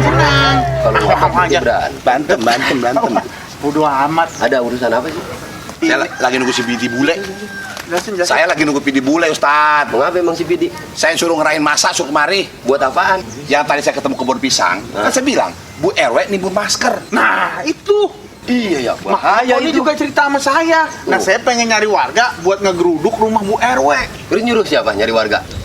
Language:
Betawi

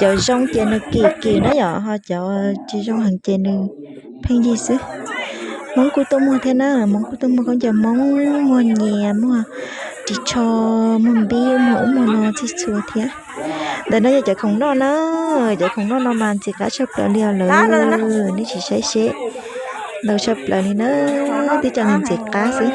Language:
Hmong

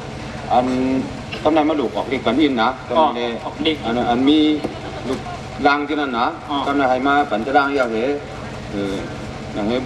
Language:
Shan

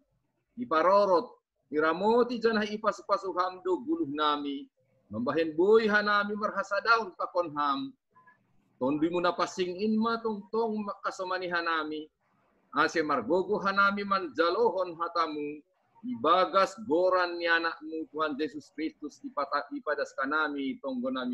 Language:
Batak Simalungun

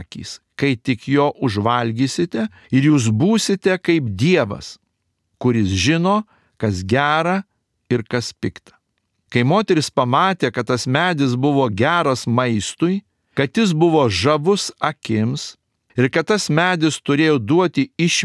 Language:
Lithuanian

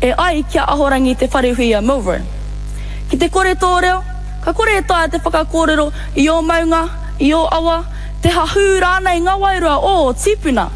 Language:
Māori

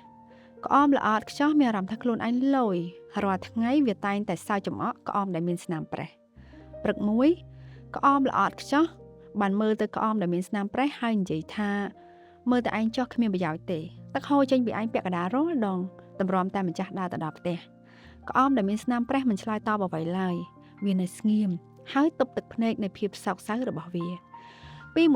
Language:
Khmer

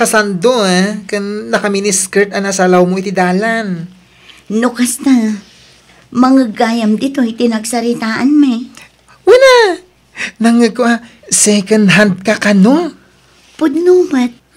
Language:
Iloko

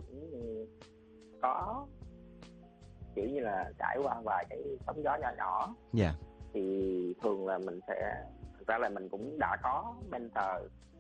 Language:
Vietnamese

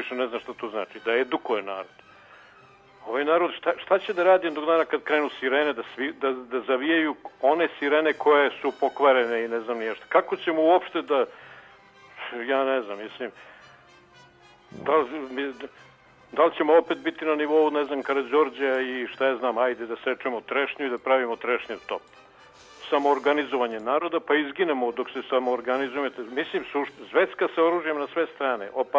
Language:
Serbian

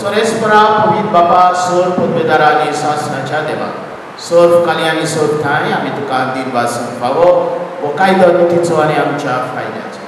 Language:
Konkani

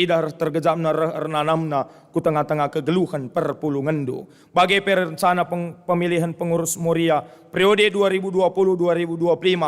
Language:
Batak Karo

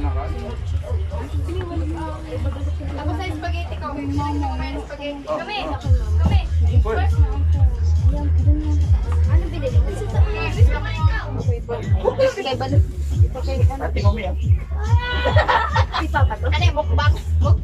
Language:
Filipino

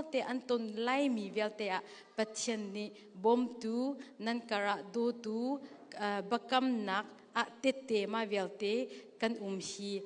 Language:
Hakha Chin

